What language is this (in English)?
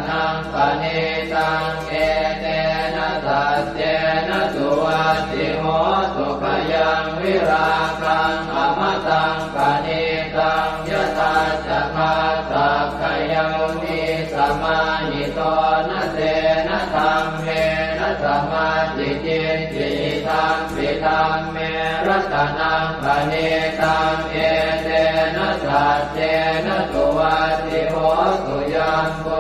Pali